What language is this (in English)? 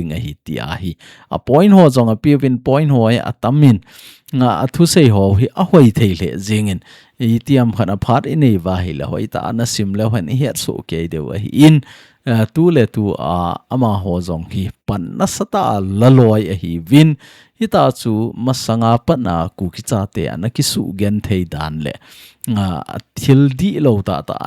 Thado Chin